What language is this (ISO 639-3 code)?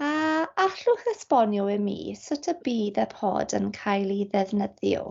cym